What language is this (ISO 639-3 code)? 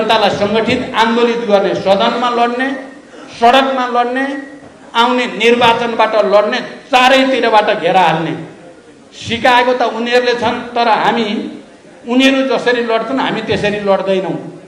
nep